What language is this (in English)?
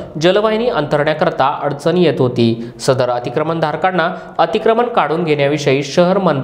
Marathi